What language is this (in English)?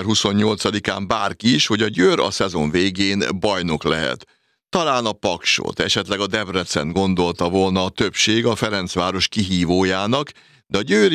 Hungarian